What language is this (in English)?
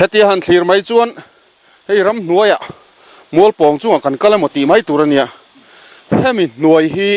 Mizo